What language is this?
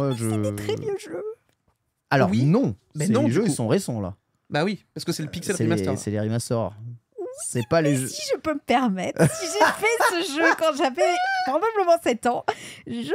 French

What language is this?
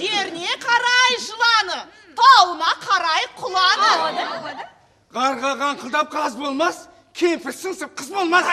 Kara-Kalpak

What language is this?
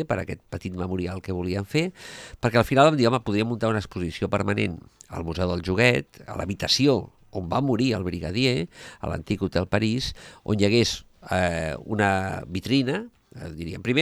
Catalan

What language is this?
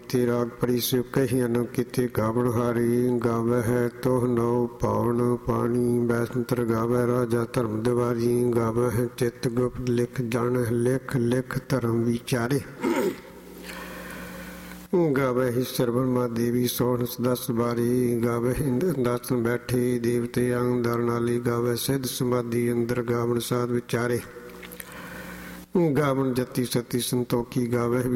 Punjabi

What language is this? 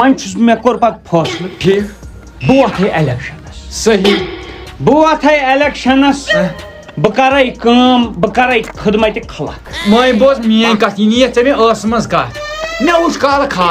Kashmiri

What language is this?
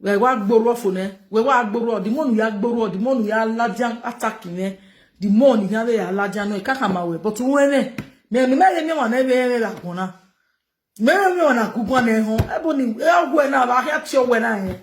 Nigerian Pidgin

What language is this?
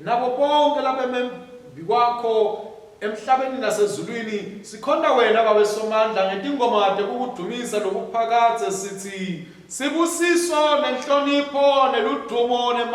Swati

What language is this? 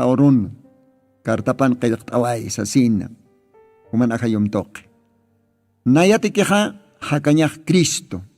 Aymara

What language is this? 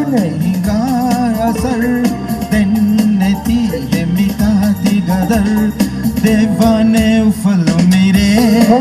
Divehi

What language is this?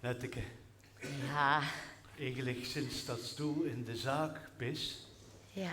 Limburgish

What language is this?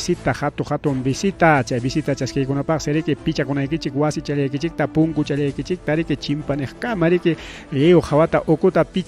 Ayacucho Quechua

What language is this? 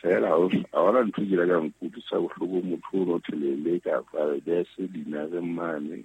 Southern Sotho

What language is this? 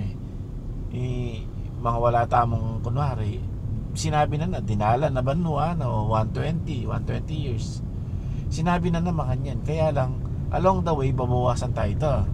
Pampanga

